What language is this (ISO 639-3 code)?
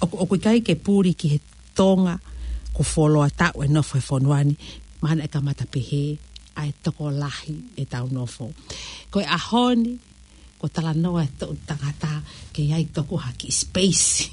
ton